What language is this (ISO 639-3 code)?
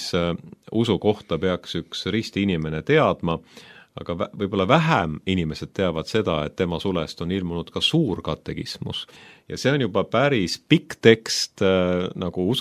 est